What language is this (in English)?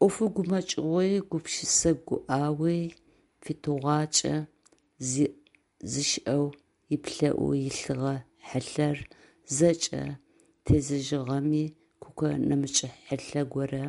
Adyghe